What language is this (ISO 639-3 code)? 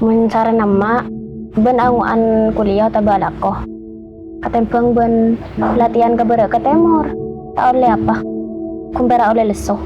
mad